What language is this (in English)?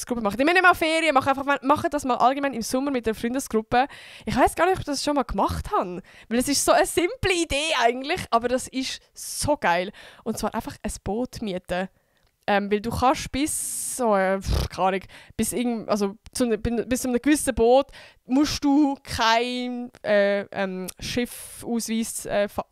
Swiss German